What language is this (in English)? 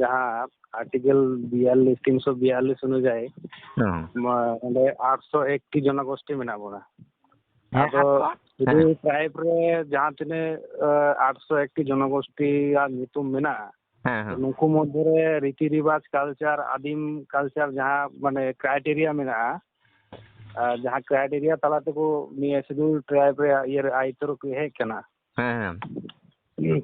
Santali